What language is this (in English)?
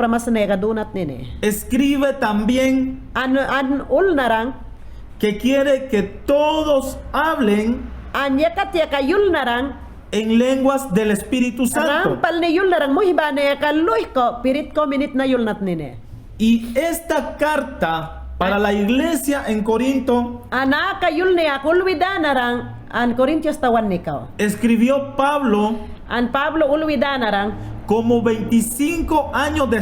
Mayangna